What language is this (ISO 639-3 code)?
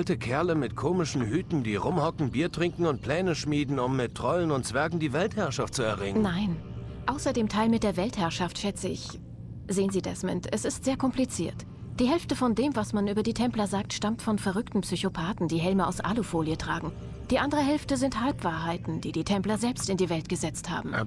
bar